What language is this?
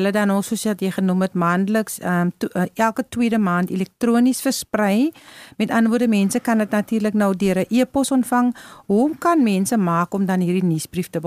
Afrikaans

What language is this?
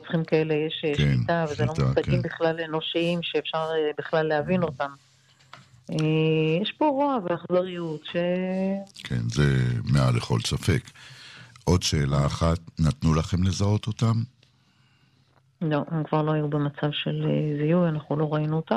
Hebrew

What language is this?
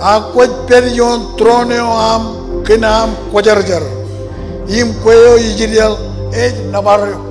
Marshallese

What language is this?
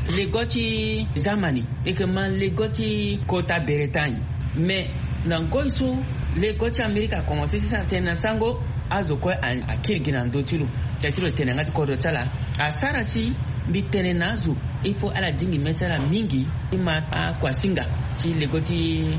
Sango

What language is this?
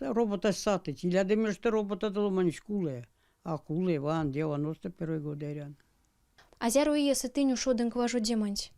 Erzya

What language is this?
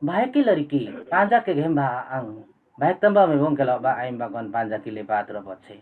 Limbu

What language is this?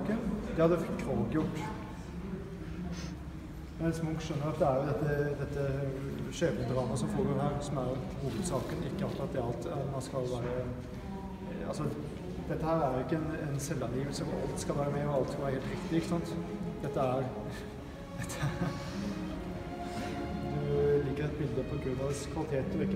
Norwegian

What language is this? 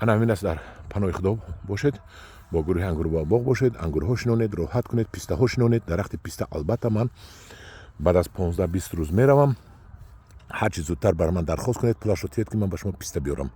Tajik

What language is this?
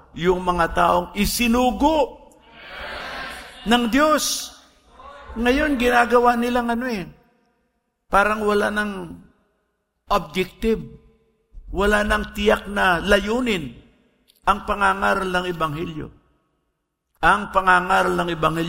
Filipino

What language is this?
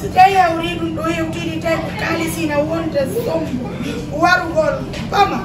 Fula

